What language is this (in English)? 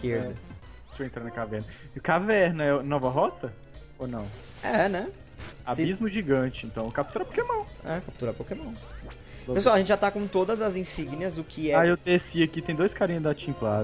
Portuguese